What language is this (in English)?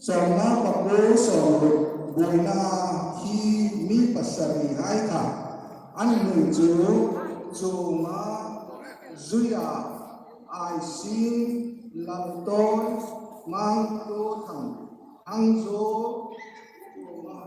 Hmar